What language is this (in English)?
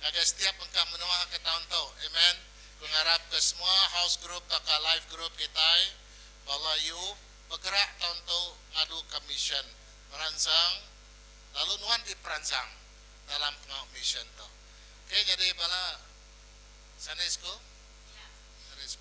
Iban